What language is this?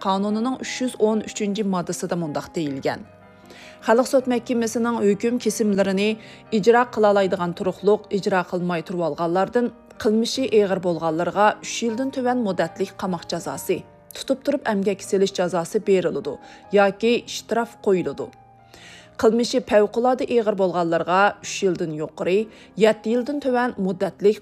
Uyghur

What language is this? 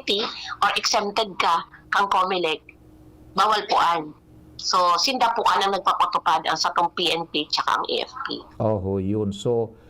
Bikol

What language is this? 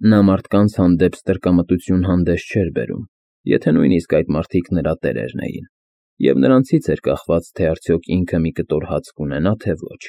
Armenian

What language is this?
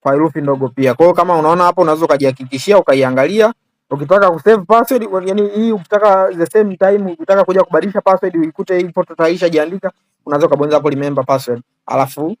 Swahili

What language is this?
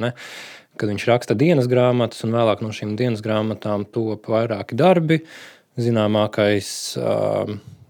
Latvian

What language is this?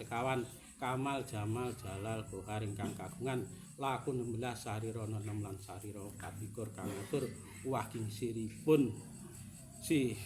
Javanese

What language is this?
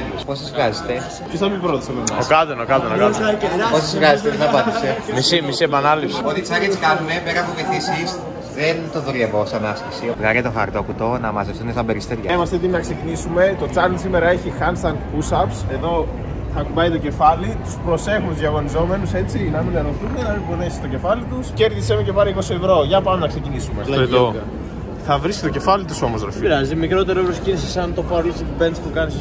Greek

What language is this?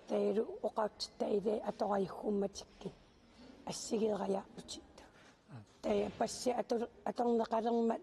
Kalaallisut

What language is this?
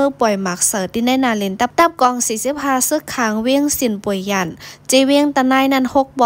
Shan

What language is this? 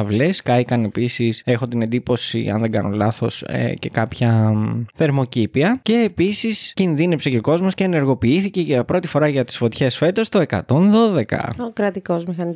Greek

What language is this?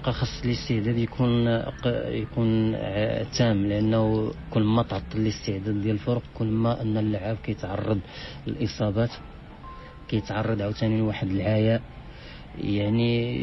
Moroccan Arabic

